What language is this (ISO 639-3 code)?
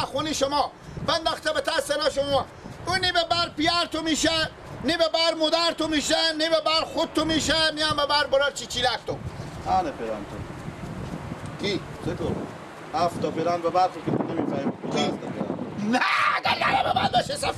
fas